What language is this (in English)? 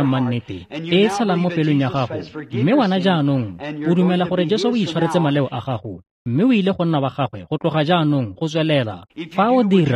Tswana